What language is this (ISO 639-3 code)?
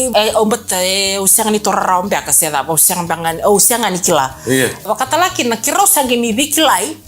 fij